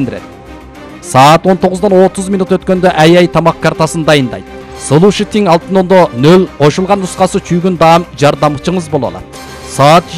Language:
Kyrgyz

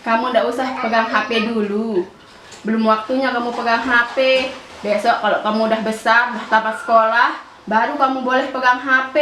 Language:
Sasak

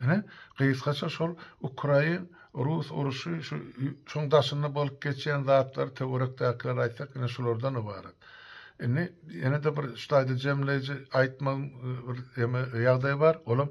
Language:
Turkmen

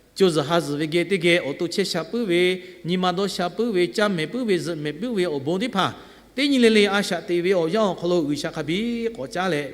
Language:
Lahu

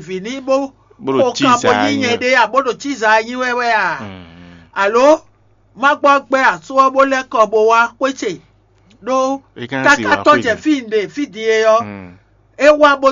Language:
Fon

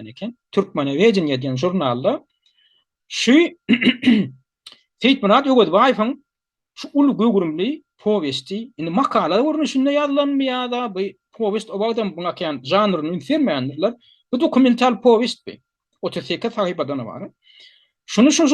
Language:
Turkmen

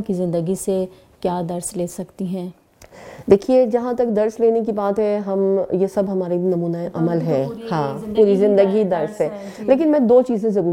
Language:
Urdu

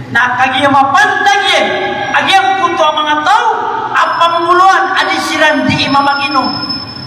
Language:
Maranao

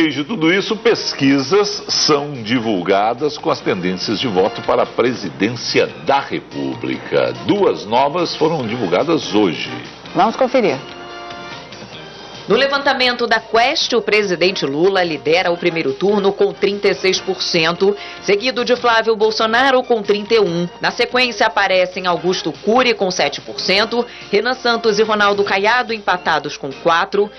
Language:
Portuguese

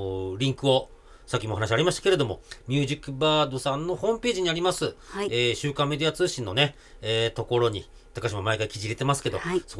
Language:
Japanese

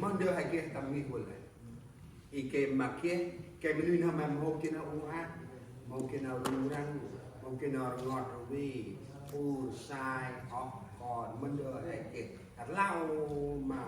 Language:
Central Mnong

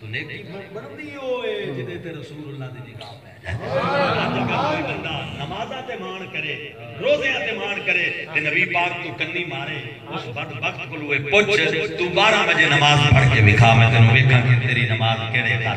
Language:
Saraiki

